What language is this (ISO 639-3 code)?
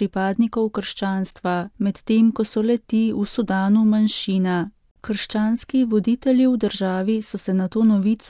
slv